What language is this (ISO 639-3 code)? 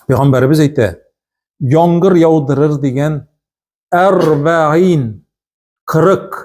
tat